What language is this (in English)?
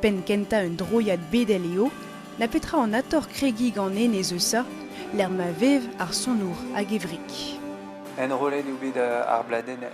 Breton